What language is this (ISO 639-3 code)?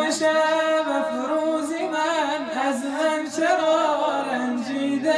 fas